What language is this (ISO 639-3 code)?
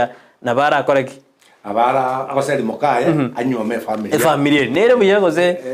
guz